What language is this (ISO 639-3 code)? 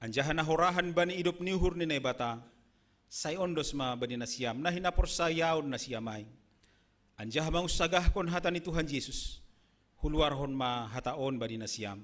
bts